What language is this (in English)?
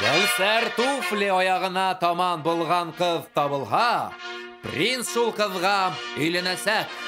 Bashkir